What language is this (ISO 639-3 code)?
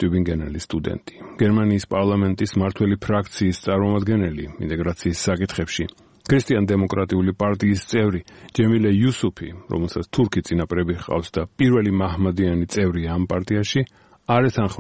kat